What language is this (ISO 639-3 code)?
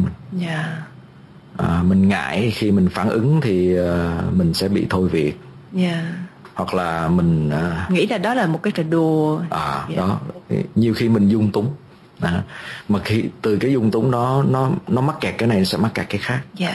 vie